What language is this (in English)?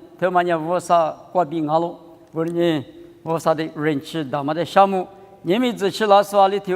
Lisu